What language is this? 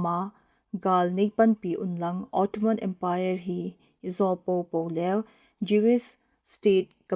Thado Chin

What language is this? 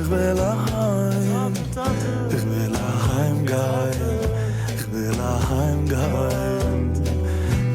Yiddish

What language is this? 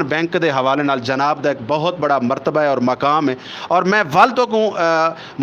Saraiki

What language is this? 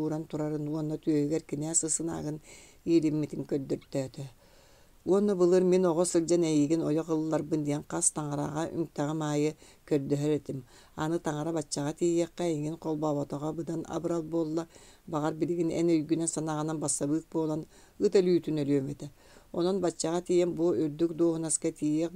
Yakut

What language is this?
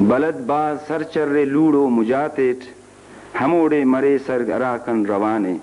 Brahui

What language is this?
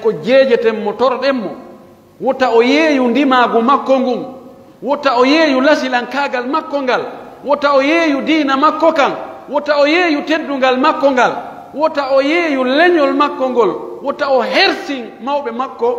Pular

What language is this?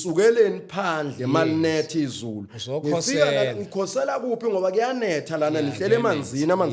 Zulu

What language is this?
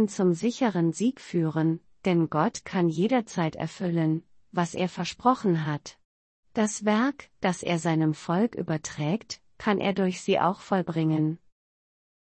German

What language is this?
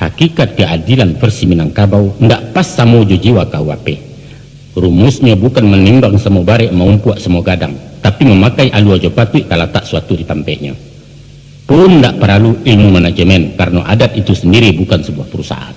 Minangkabau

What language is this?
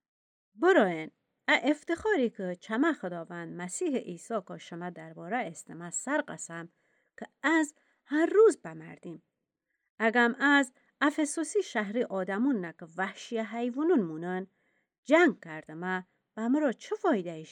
Gilaki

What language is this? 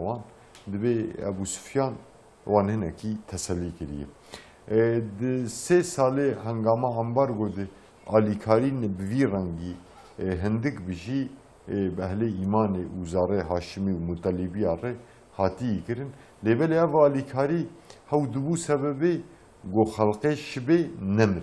Kurdish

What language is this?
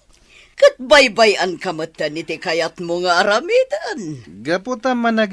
Iloko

